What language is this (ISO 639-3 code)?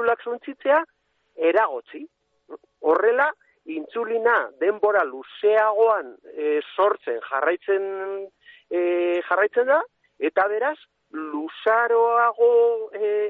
eus